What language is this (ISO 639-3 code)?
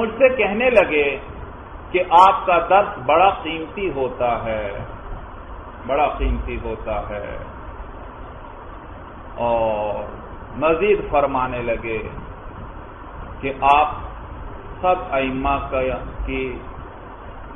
urd